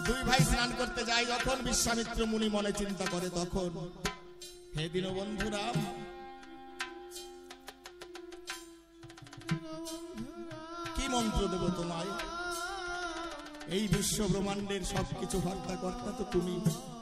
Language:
Bangla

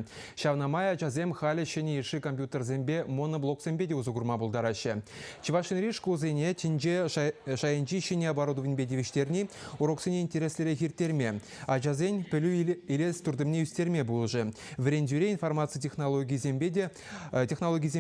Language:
Chuvash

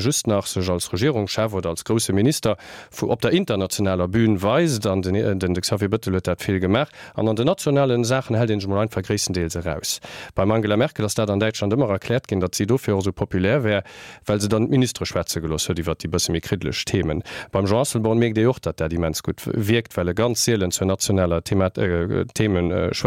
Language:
Luxembourgish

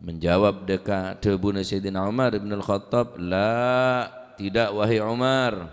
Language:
Madurese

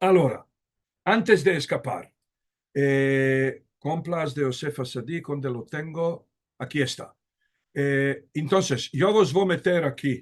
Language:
Ladino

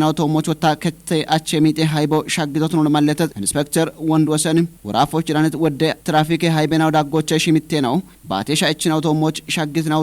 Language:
Kafa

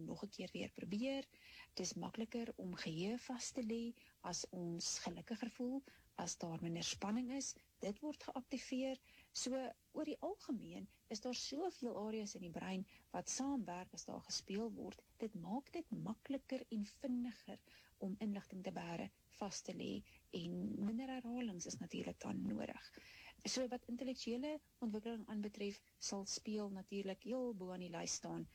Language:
Afrikaans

